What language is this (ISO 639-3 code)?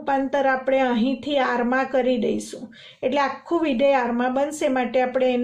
guj